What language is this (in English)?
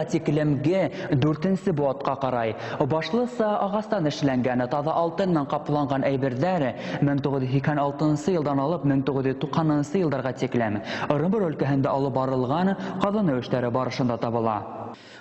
Bashkir